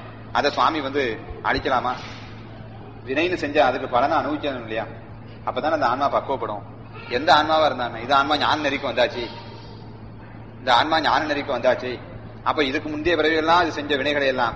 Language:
Tamil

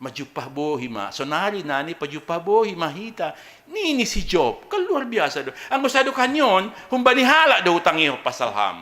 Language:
Batak Simalungun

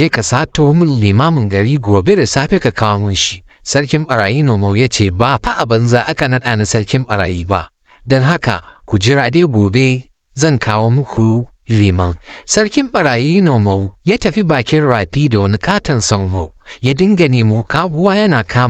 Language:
Hausa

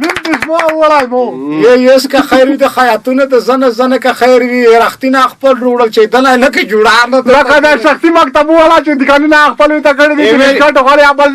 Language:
Pashto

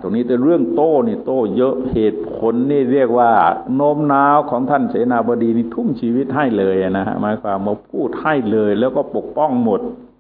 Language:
Thai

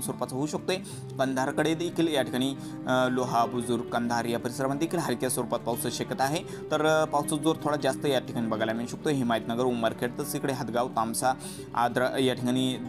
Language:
Marathi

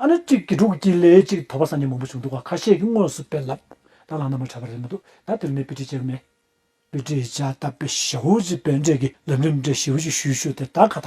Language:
Tibetan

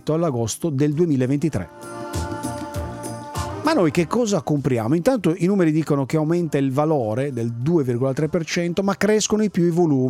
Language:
Italian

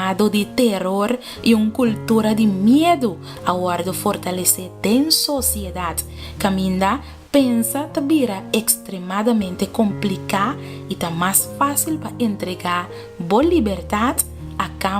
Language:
Papiamento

